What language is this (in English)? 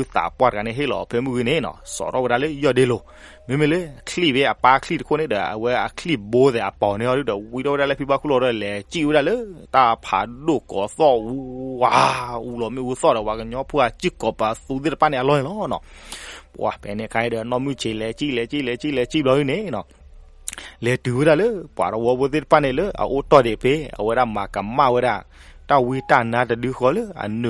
S'gaw Karen